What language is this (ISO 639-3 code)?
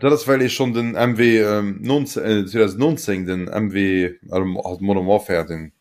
ltz